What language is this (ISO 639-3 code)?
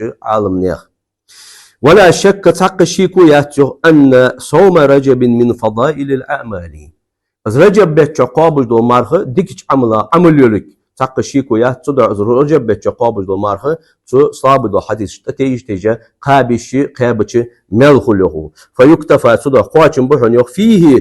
inh